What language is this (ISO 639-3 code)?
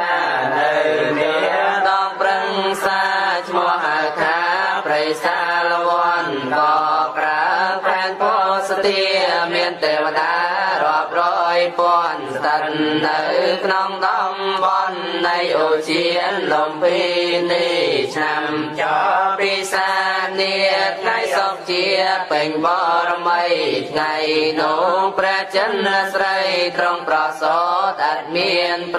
khm